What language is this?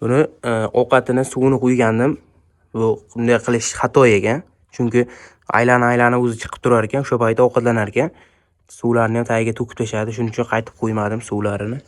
Uzbek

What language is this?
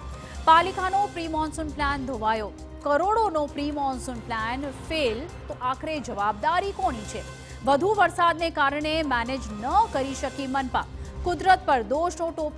Gujarati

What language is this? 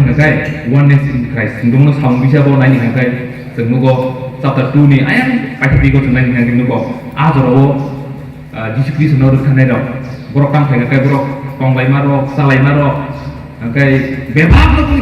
Kok Borok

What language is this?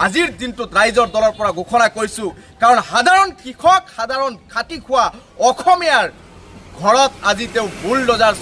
Assamese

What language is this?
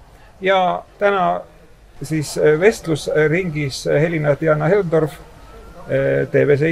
Estonian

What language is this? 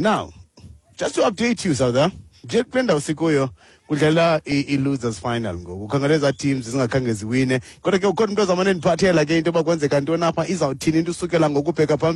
Xhosa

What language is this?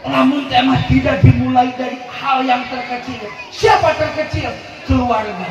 Sundanese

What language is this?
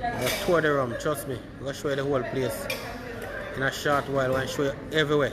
Jamaican Creole English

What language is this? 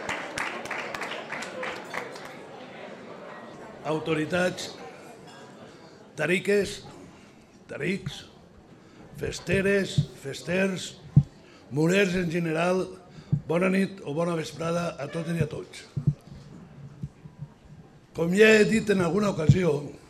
Catalan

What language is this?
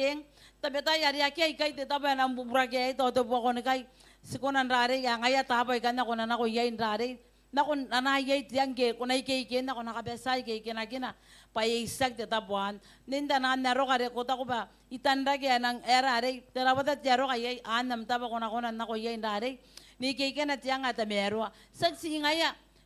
Gilbertese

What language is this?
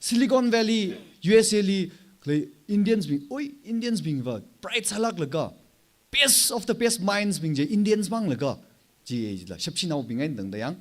Tangkhul Naga (India)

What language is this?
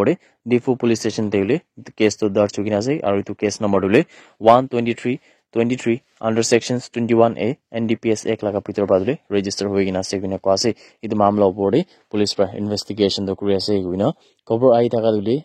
Naga Pidgin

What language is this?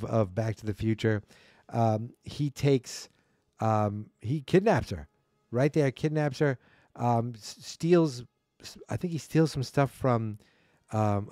English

